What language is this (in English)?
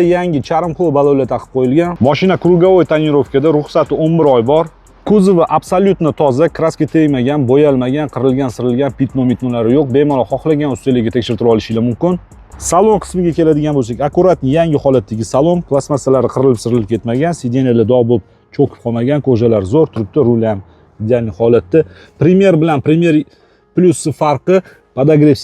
Uzbek